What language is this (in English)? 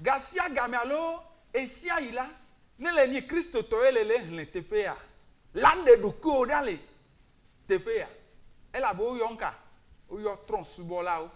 Ewe